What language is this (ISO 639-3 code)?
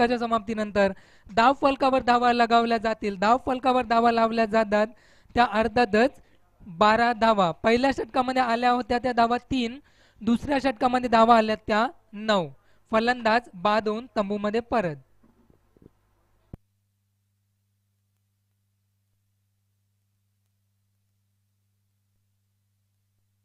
mar